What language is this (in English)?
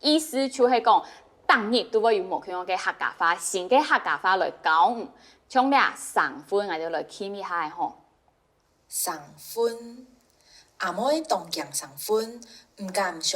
Hakka Chinese